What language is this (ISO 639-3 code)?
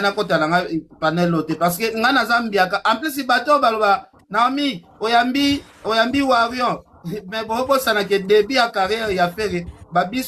lin